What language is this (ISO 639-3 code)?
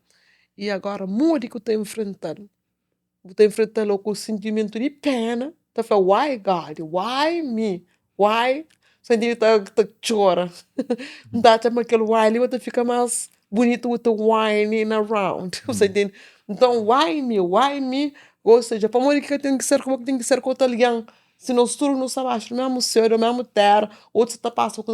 kea